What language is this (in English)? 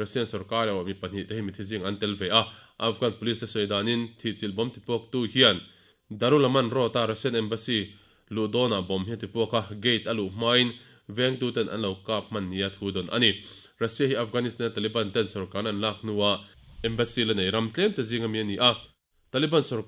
Mizo